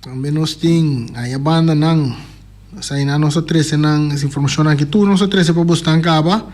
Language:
Papiamento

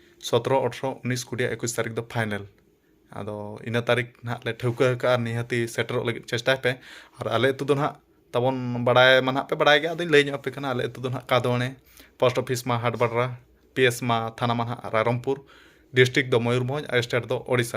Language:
Santali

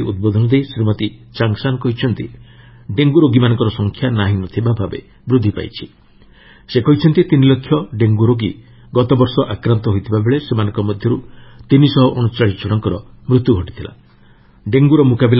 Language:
Odia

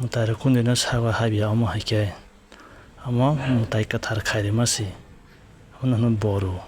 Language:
Kok Borok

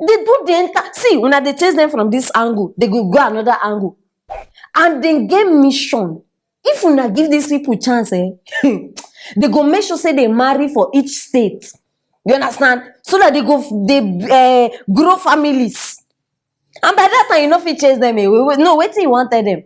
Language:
Nigerian Pidgin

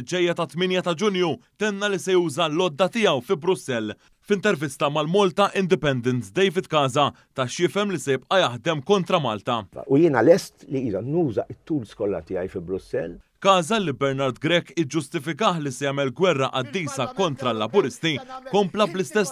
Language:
Maltese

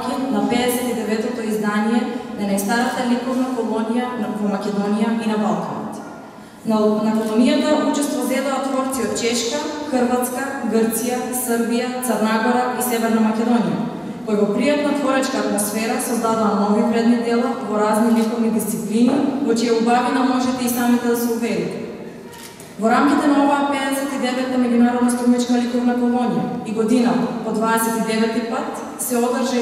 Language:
Macedonian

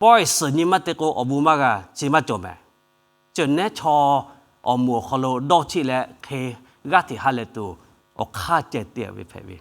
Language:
Lahu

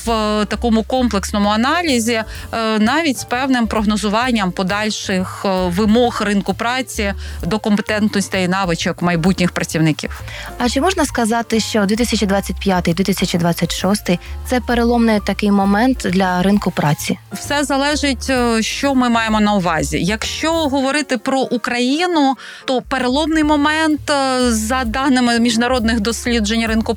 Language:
Ukrainian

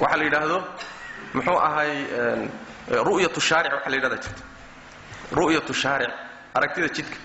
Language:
Somali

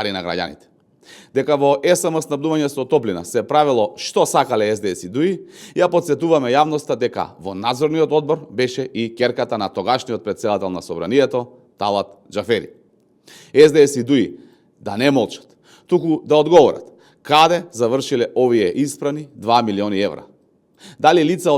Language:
Macedonian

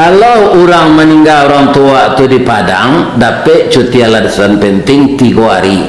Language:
Minangkabau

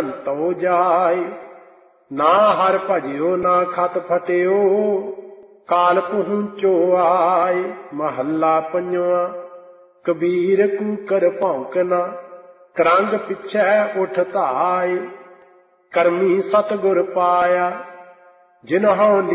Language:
Punjabi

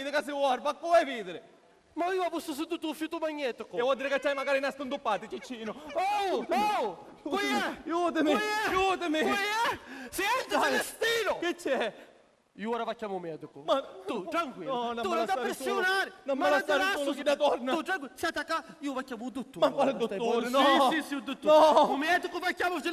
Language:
Sicilian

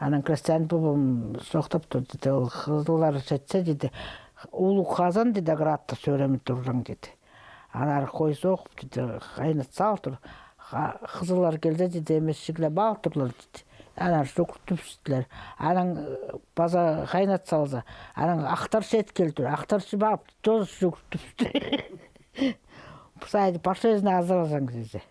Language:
Khakas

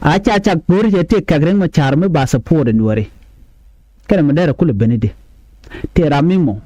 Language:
Nuer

